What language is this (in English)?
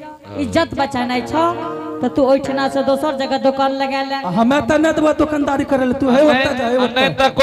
Angika